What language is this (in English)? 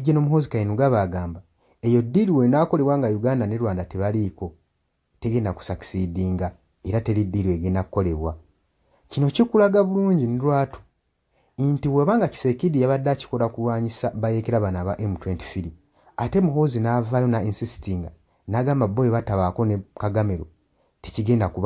Ganda